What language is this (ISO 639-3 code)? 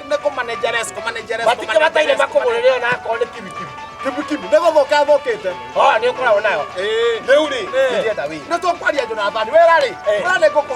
kik